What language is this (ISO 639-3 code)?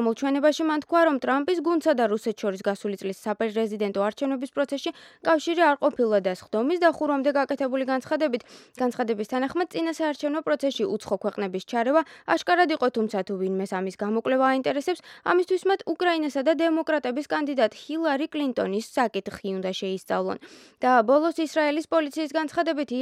kat